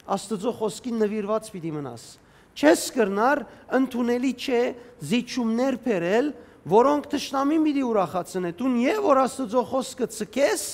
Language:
Western Armenian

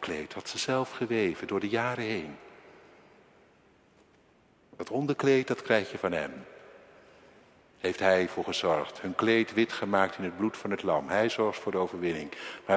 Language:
Dutch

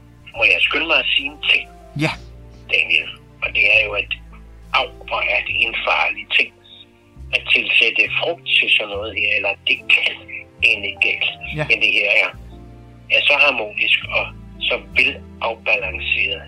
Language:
Danish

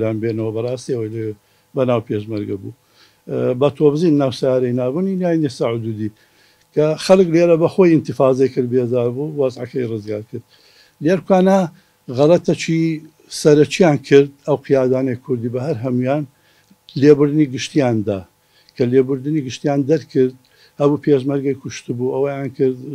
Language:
Central Kurdish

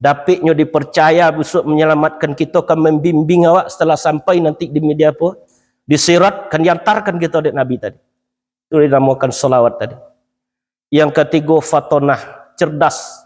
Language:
Minangkabau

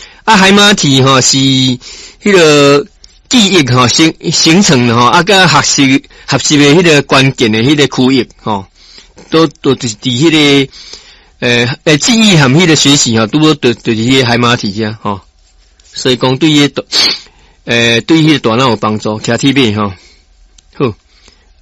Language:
Min Nan Chinese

